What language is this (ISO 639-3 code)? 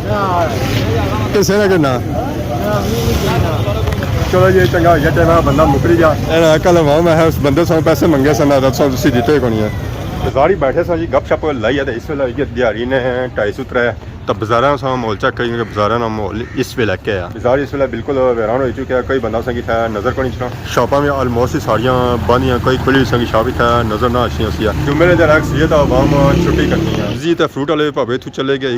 phr